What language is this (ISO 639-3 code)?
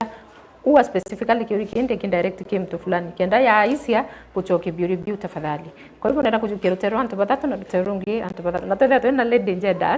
mer